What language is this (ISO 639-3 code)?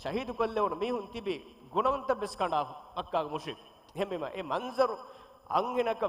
div